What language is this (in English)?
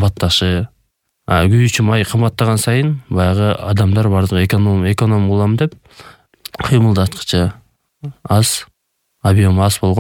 Kyrgyz